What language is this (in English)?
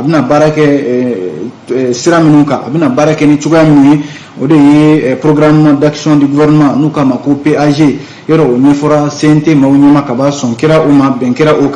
Bambara